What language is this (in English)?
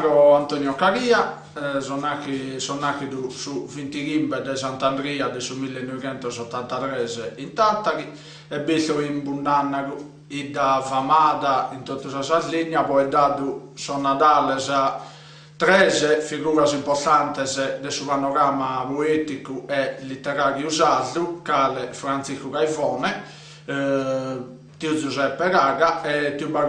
Sardinian